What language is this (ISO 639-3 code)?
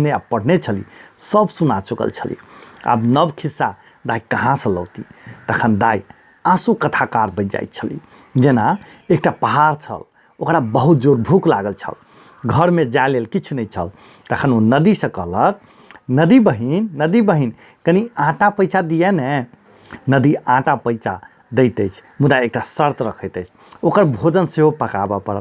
mai